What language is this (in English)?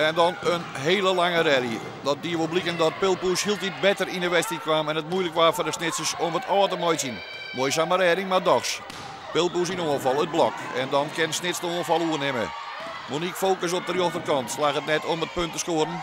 Western Frisian